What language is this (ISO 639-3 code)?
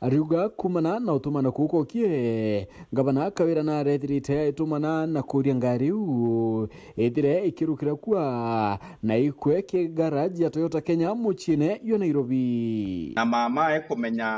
mer